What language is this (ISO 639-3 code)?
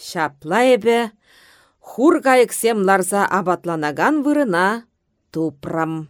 chv